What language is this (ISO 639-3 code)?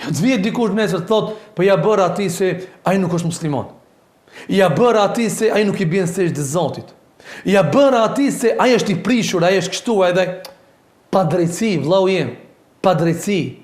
sqi